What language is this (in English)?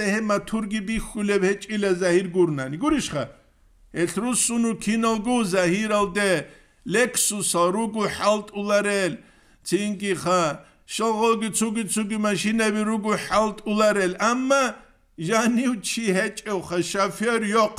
Avaric